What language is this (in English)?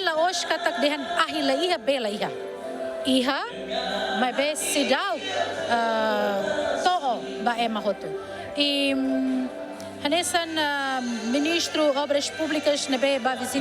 Tetum